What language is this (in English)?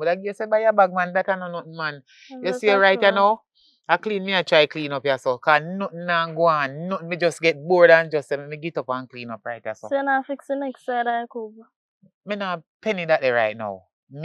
Jamaican Creole English